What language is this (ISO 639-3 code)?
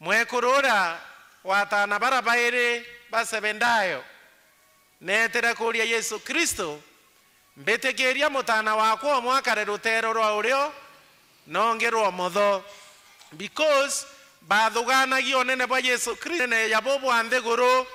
mer